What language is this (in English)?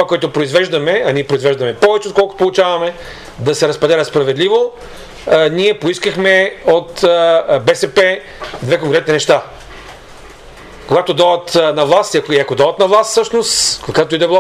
Bulgarian